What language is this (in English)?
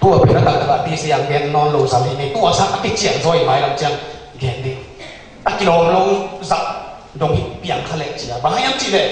Tedim Chin